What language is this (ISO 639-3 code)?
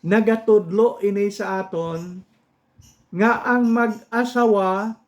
hil